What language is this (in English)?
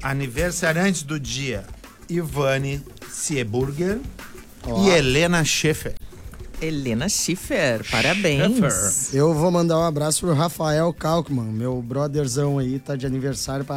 Portuguese